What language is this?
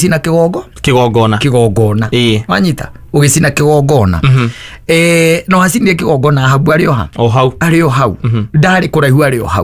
Kikuyu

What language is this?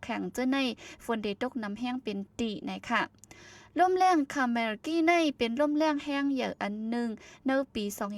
Shan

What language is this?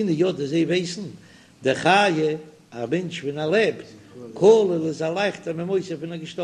Yiddish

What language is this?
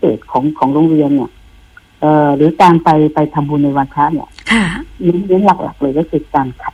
Thai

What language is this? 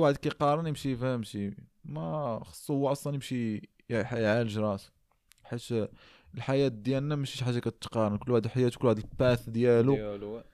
Moroccan Arabic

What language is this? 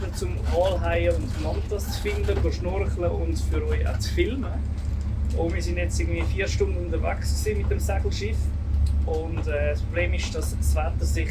Swiss German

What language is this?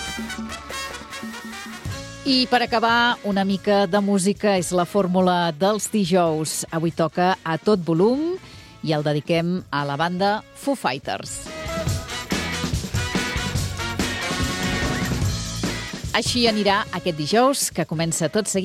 Catalan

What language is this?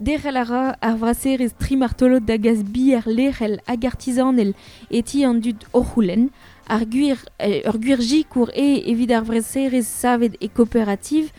Breton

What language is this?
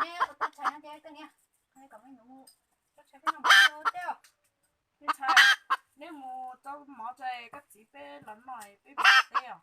Hmong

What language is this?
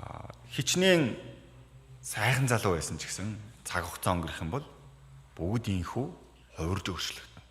Mongolian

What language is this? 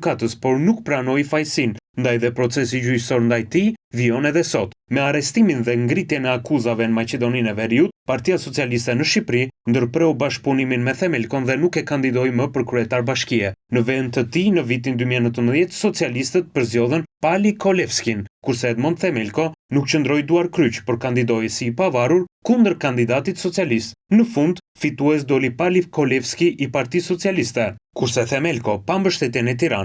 Albanian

